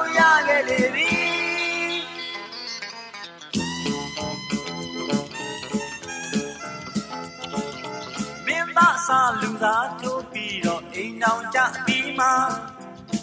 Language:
Burmese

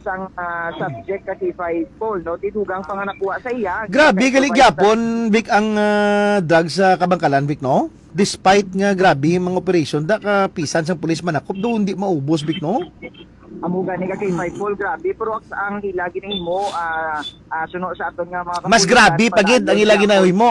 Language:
Hiligaynon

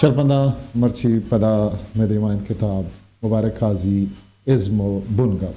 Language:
Eastern Balochi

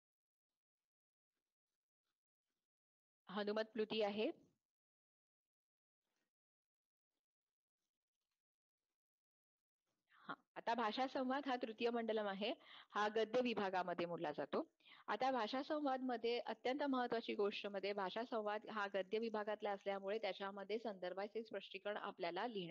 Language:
Marathi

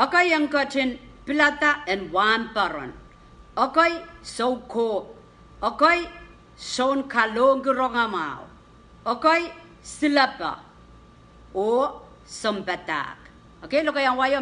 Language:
Pohnpeian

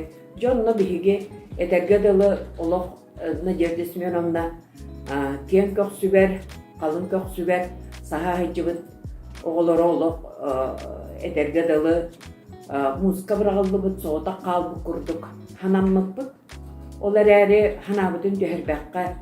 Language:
Yakut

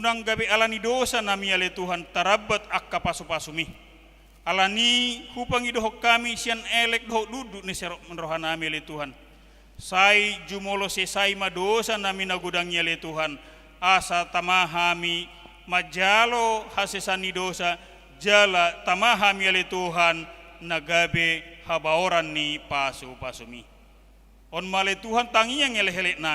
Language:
Batak Toba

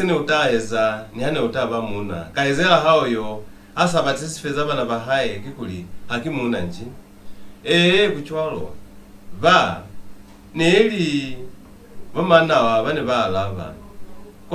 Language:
Lozi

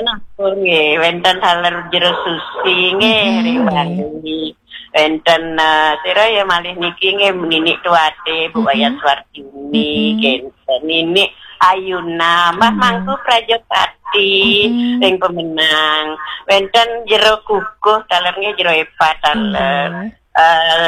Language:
Balinese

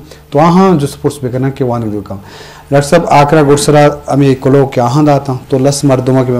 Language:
Eastern Balochi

